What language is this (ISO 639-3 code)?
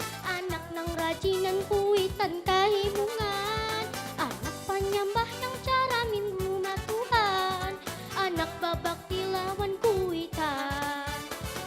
bjn